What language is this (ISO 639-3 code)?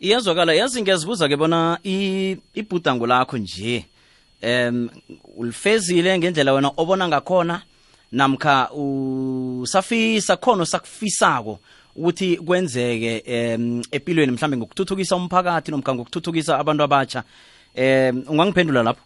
nso